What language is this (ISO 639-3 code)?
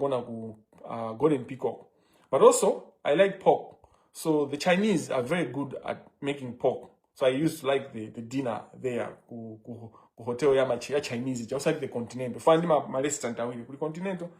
nya